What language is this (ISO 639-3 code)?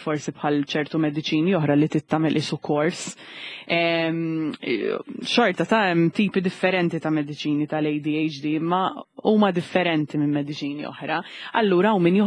mlt